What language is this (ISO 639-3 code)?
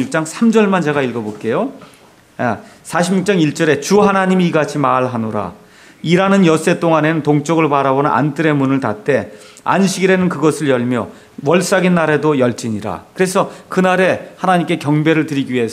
kor